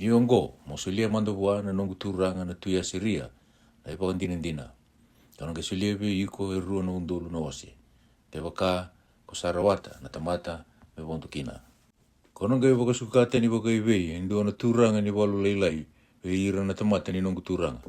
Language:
Fijian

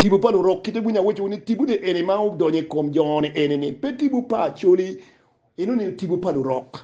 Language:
Acoli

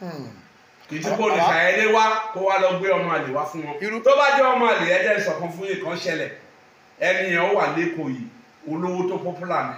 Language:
Yoruba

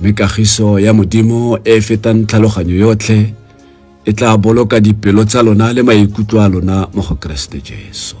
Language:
Tswana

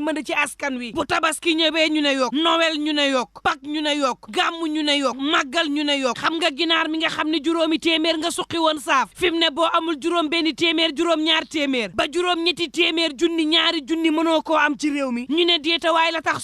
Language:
Wolof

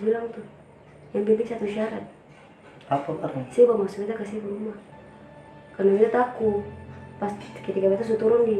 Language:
Ambonese Malay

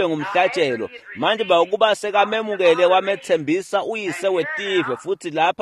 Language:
Swati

